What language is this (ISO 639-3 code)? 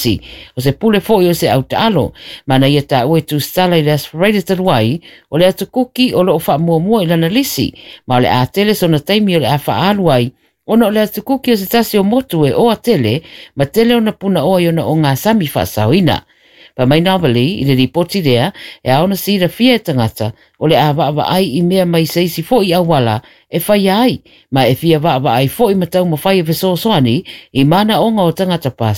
smo